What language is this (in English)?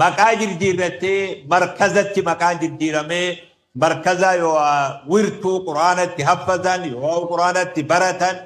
Oromo